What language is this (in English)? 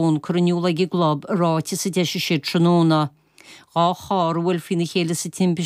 Irish